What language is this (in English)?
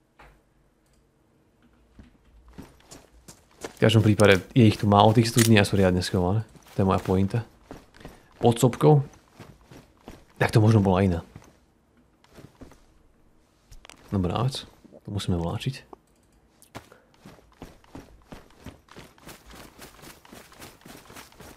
Slovak